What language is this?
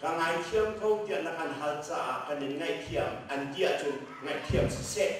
Hakha Chin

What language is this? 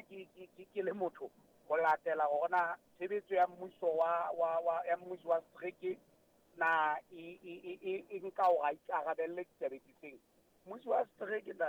Southern Sotho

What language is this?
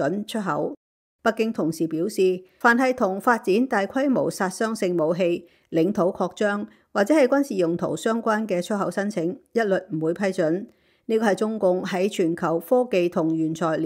Cantonese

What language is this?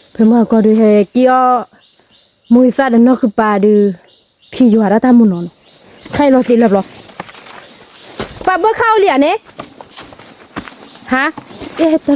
S'gaw Karen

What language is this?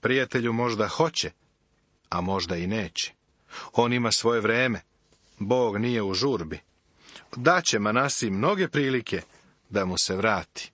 Serbian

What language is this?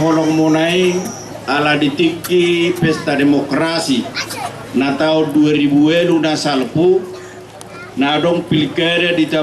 Batak Toba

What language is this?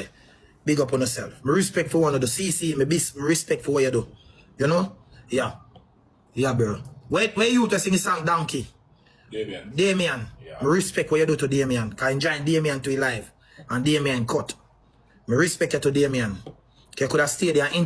Jamaican Creole English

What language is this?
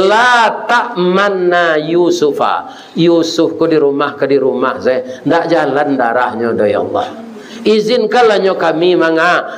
Minangkabau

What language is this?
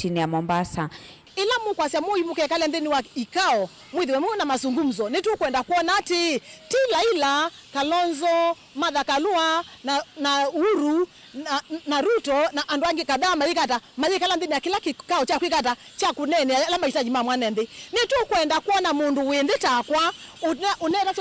Kamba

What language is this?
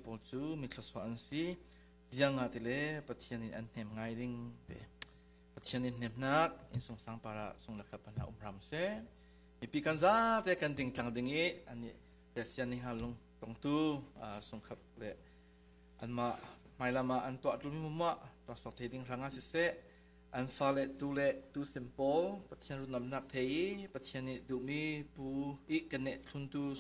Falam Chin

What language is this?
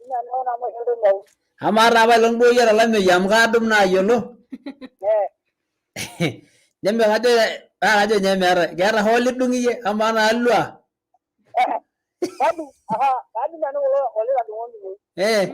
Masai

